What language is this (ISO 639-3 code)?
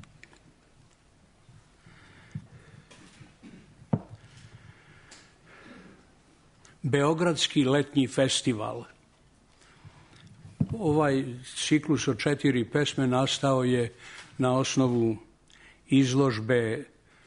srp